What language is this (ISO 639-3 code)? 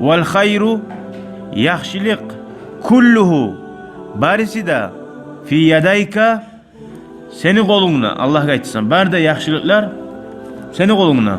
kum